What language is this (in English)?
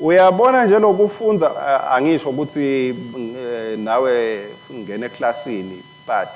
Swati